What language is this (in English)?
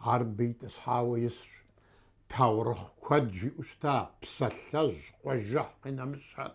Kabardian